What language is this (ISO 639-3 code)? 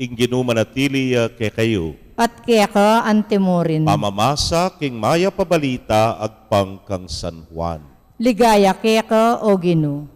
pam